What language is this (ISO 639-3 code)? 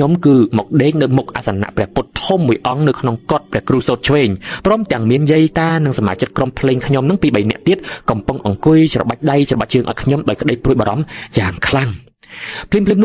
khm